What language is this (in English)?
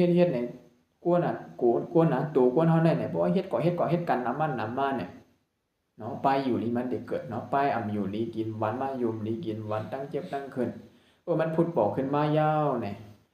Shan